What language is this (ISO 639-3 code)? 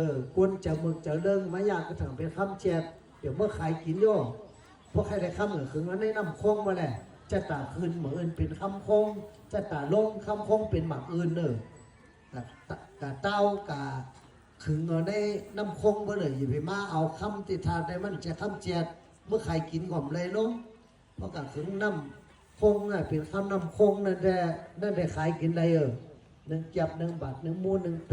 shn